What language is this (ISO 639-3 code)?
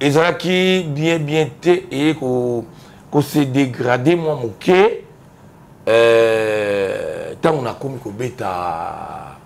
lin